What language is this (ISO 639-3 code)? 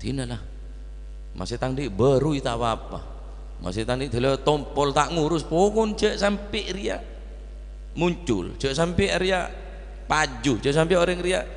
mad